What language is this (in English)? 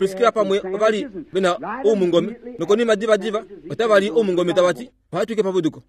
Kuanyama